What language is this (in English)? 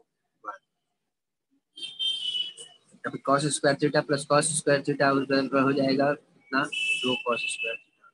Hindi